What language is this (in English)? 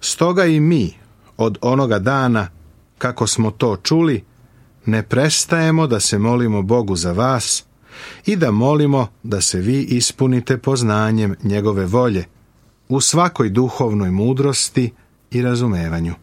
Serbian